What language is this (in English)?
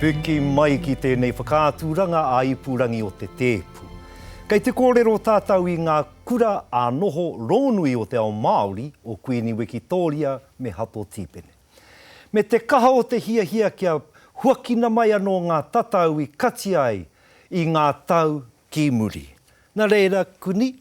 Māori